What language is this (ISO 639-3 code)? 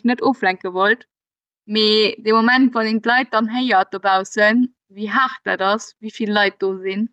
ltz